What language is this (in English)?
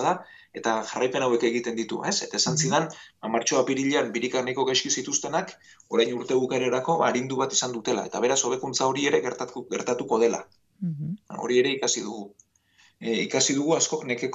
Basque